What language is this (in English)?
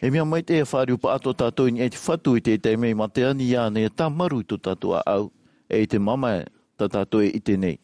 Tahitian